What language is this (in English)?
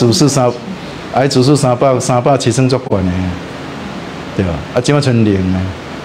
Min Nan Chinese